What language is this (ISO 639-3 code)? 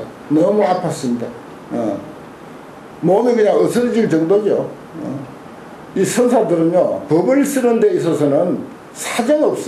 kor